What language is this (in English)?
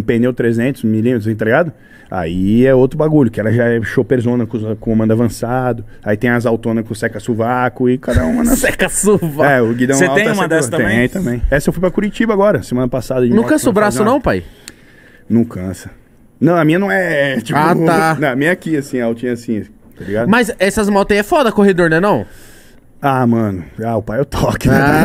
Portuguese